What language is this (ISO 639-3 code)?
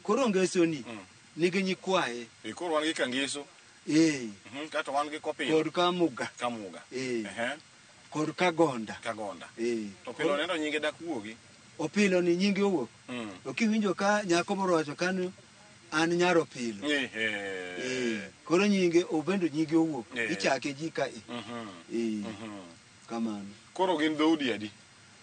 luo